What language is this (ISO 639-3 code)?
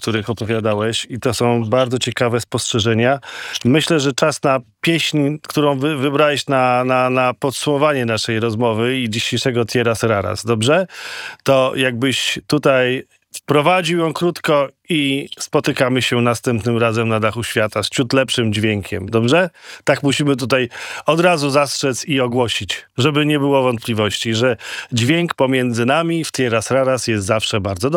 pol